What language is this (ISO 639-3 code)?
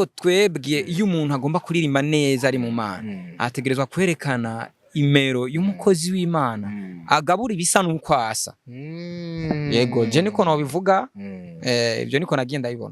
run